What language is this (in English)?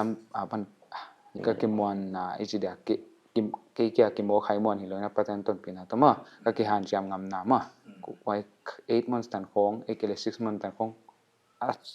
Paite Chin